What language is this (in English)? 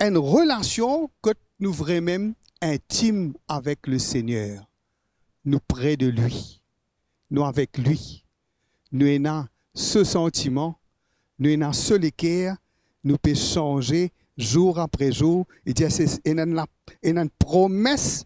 Morisyen